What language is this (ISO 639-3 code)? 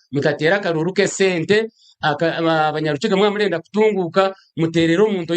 nyn